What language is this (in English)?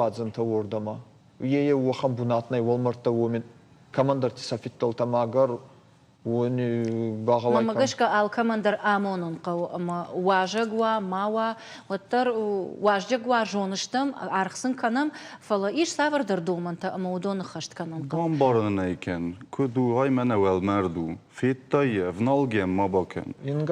Ossetic